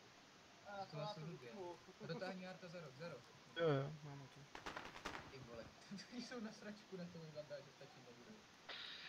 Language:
Czech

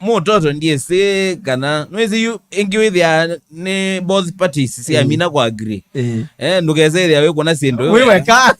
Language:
Kamba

